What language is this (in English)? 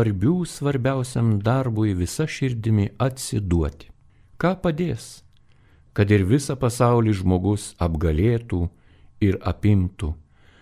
Lithuanian